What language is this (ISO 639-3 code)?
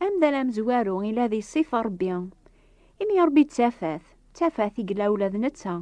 kab